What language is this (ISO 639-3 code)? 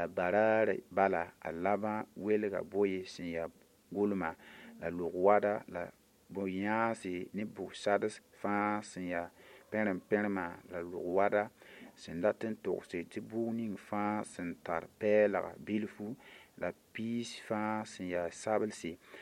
mos